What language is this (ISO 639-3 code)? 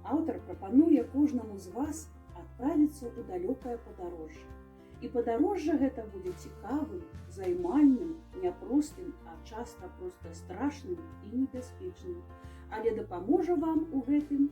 bel